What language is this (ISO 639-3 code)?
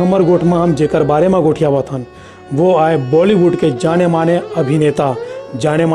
hne